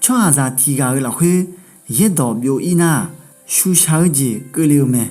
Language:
Akha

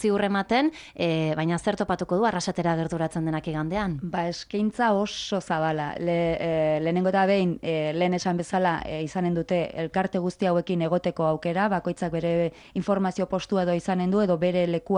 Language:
Basque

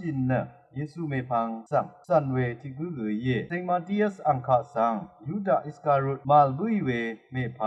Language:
Rawang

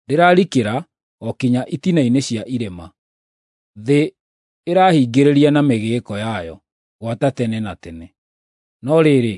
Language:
Kikuyu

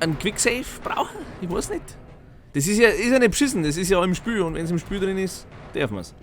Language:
Bavarian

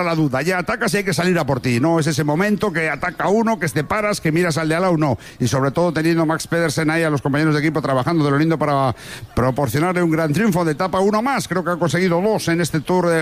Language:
Spanish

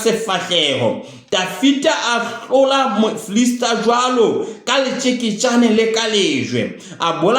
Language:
Southern Sotho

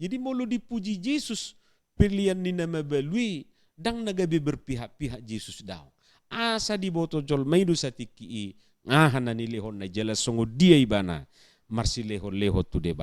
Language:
Batak Toba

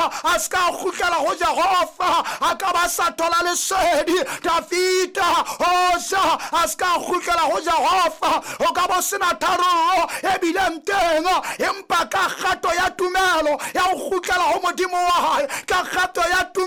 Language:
Southern Sotho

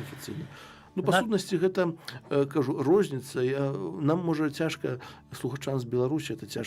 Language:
Belarusian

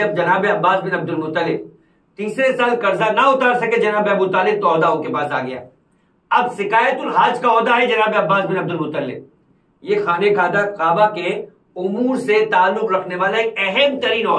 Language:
Urdu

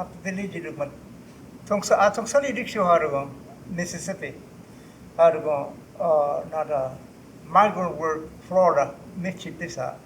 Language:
Choctaw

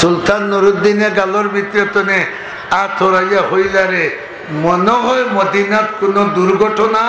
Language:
Sylheti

